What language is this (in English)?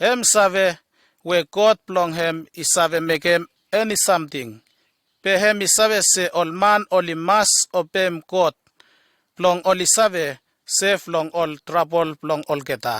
Bislama